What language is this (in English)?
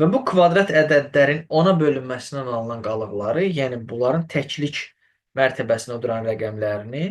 Azerbaijani